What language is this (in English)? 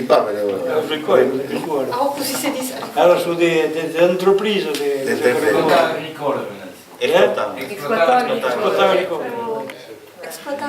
Occitan